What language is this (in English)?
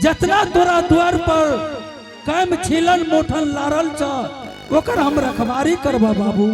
Angika